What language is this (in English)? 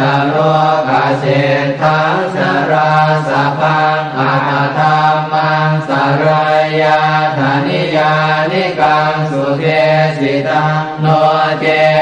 Pali